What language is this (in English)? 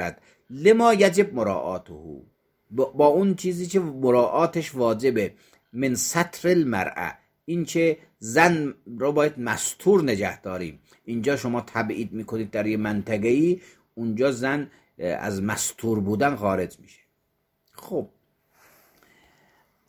Persian